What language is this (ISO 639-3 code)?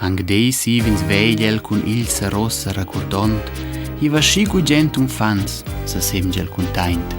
roh